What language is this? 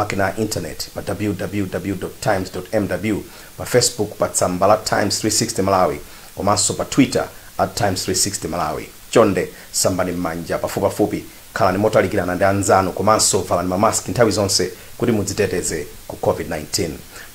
Nyanja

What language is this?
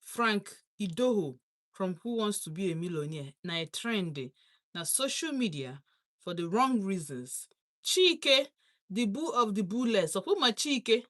Igbo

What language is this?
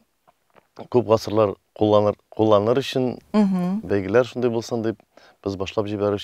Tatar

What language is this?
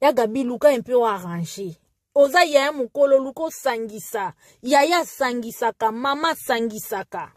Lingala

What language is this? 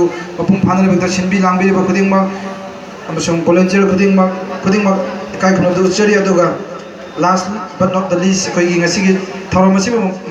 Manipuri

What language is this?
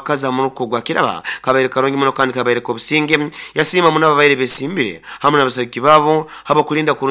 Nyoro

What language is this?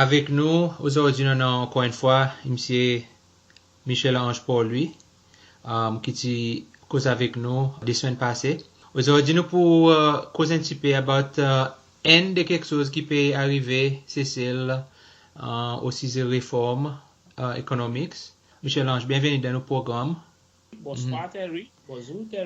Seselwa Creole French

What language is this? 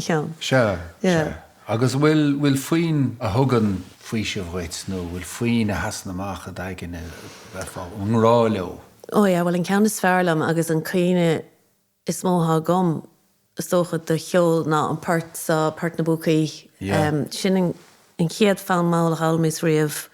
Irish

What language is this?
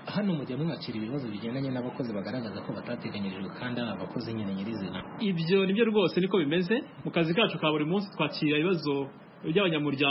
Kinyarwanda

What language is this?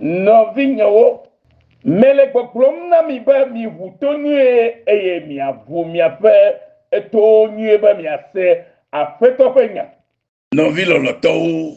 Ewe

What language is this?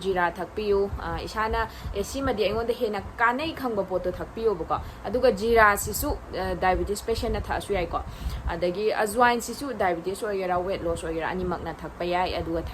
Manipuri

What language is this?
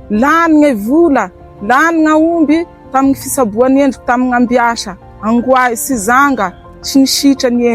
Malagasy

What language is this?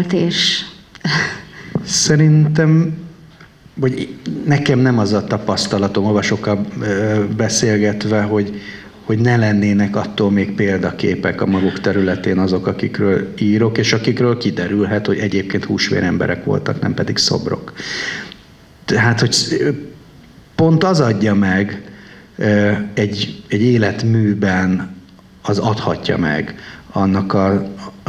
Hungarian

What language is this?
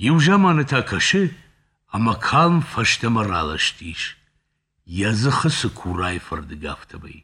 Ossetic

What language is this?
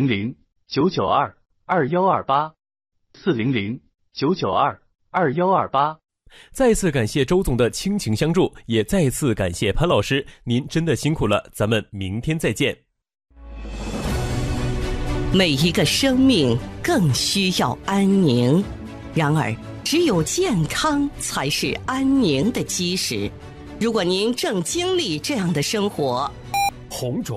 Chinese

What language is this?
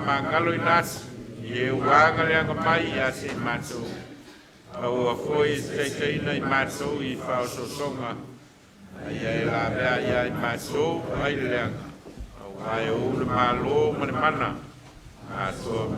Samoan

